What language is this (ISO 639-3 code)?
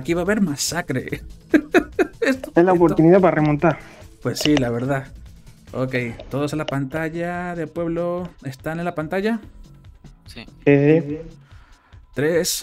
spa